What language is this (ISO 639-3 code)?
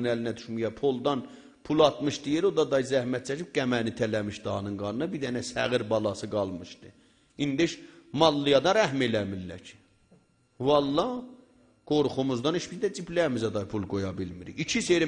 azb